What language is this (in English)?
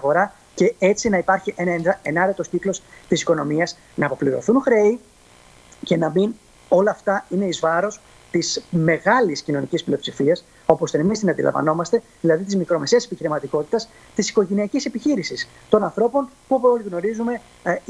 Greek